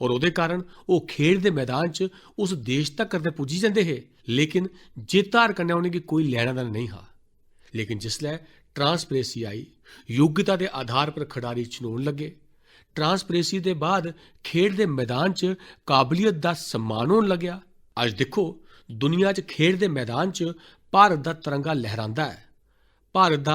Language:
Dogri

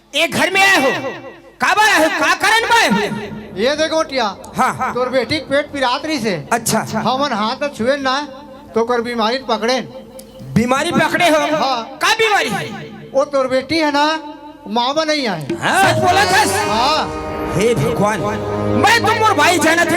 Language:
Chhattisgarhi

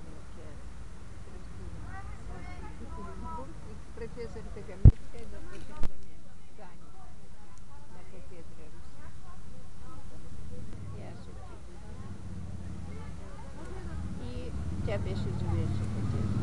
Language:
Bulgarian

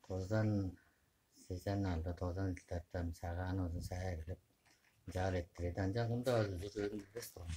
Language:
Tuvinian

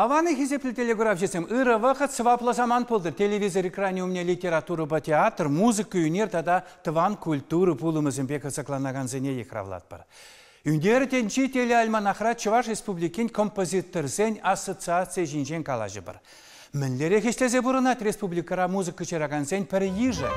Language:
Chuvash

